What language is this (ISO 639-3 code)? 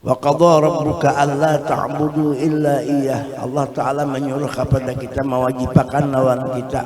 bjn